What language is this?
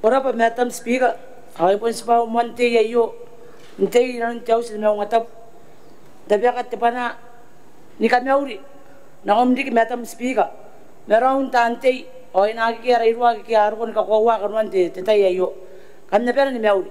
Gilbertese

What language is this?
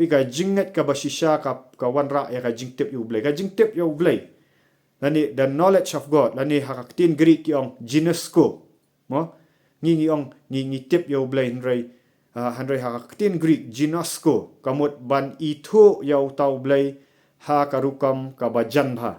Khasi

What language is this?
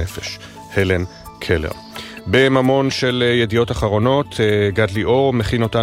Hebrew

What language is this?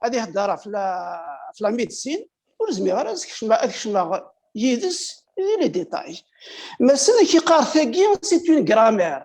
Kabyle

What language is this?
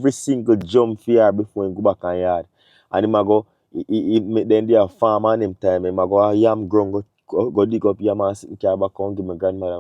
Jamaican Creole English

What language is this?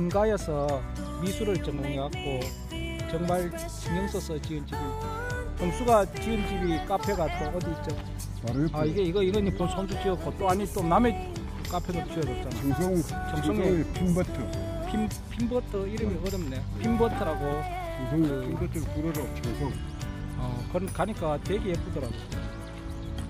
Korean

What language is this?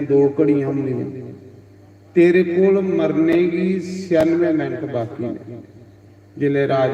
Dogri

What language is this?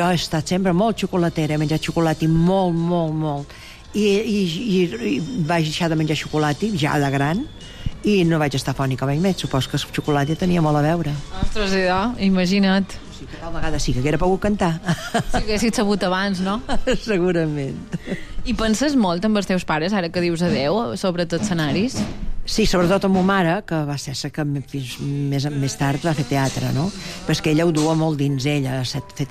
Catalan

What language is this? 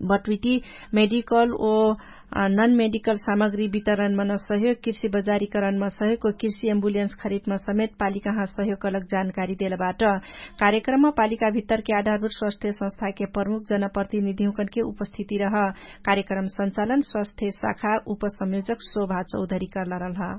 Dangaura Tharu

